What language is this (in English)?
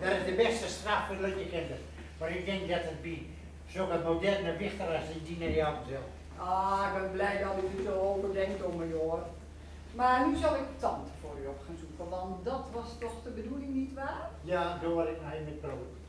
Gronings